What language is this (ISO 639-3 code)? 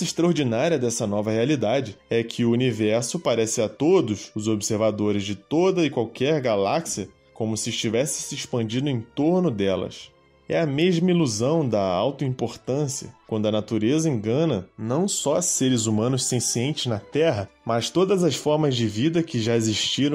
por